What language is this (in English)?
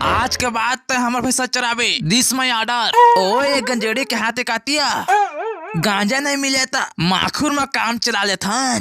Chhattisgarhi